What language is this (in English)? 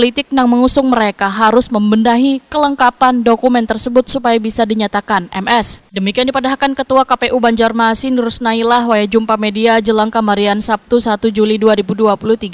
Banjar